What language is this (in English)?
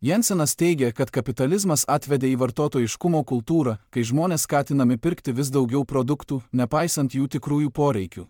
Lithuanian